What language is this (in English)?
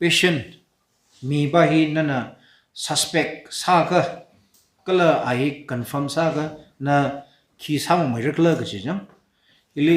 Tangkhul Naga (India)